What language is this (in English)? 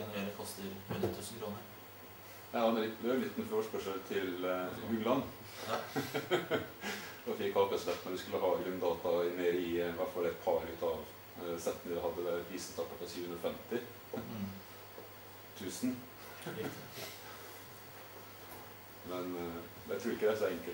Norwegian